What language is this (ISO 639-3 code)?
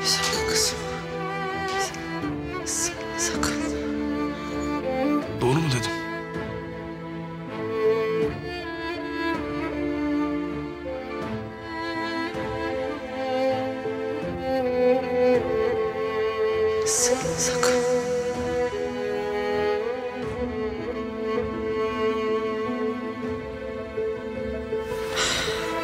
tur